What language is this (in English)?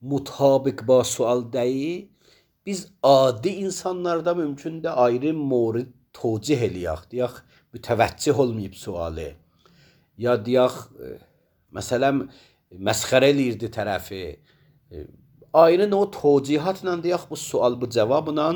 Azerbaijani